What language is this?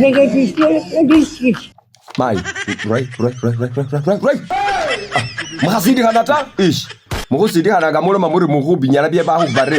Masaaba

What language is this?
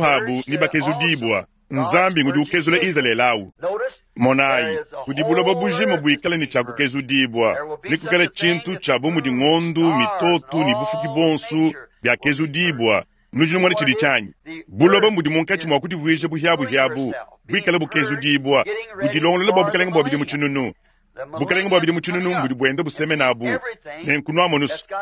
Luba-Lulua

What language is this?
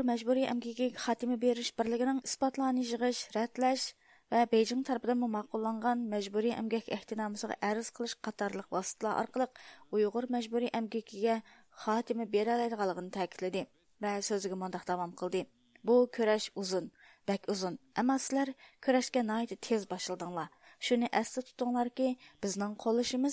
Uyghur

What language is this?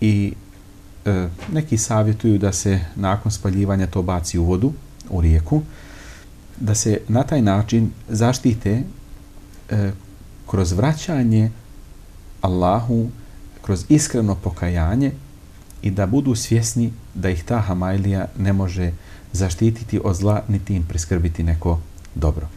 Bosnian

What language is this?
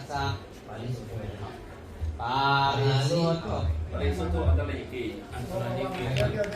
Pali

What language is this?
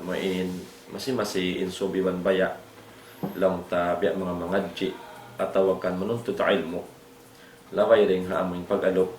Tausug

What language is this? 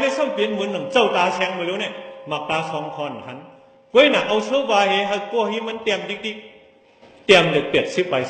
Shan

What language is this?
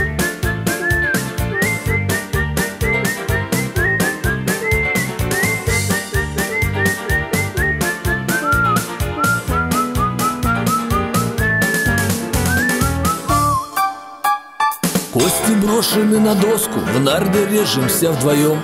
Russian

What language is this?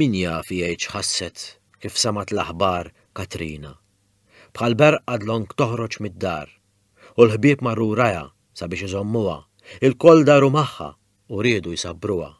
Maltese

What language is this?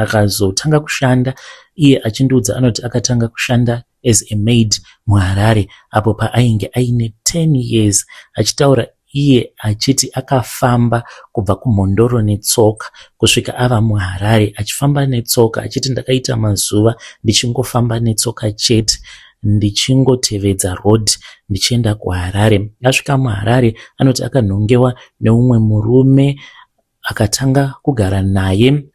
Shona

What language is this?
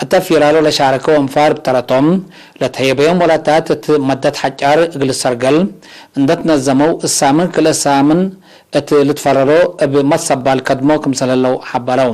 Tigre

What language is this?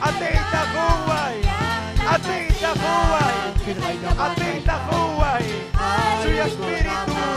Ayacucho Quechua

